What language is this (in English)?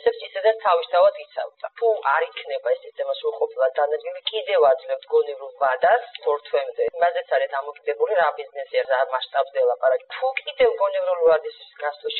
Georgian